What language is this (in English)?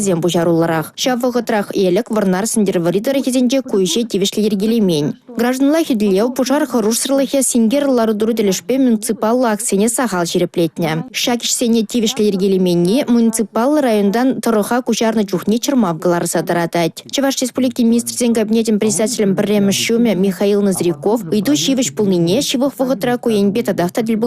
Chuvash